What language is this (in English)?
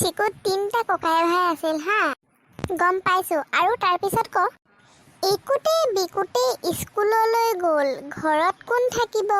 Assamese